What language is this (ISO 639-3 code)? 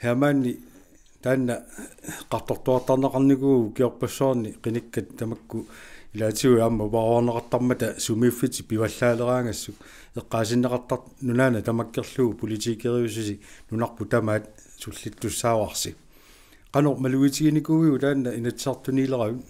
kal